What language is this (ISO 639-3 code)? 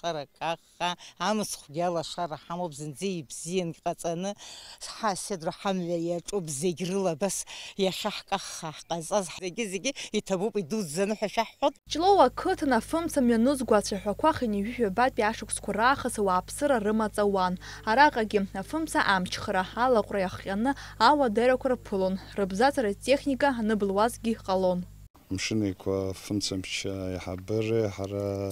abk